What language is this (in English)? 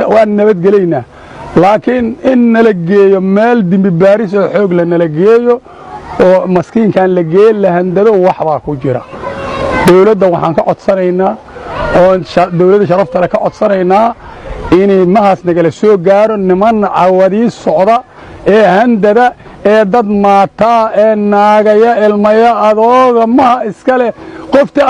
Somali